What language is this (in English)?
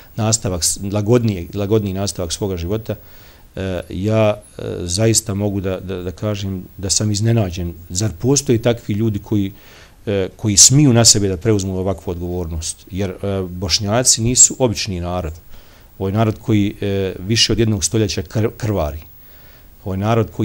Bosnian